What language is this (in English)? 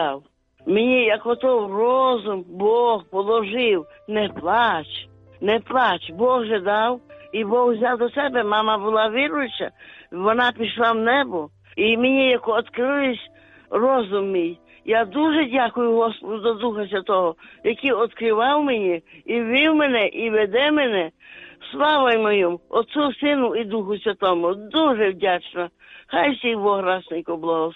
Ukrainian